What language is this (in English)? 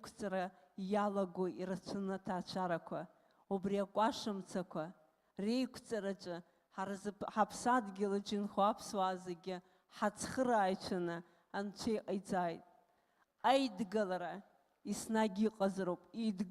Abkhazian